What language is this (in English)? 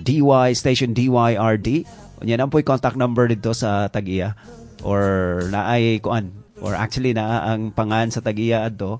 Cebuano